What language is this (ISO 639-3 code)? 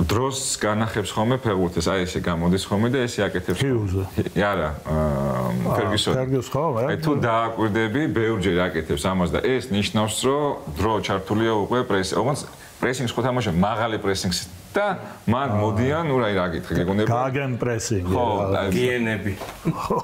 kat